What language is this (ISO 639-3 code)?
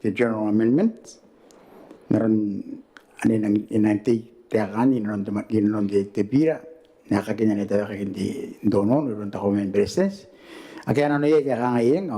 gil